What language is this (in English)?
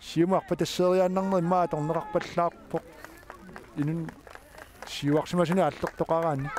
Kalaallisut